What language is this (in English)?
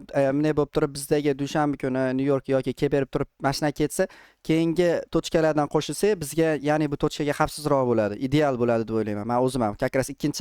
Uzbek